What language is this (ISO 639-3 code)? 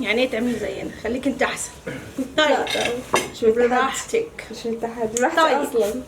arz